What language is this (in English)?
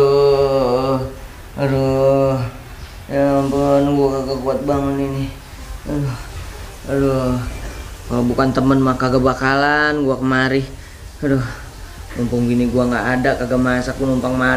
Betawi